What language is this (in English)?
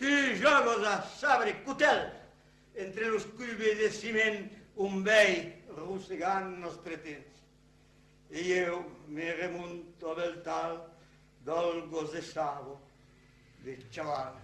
Occitan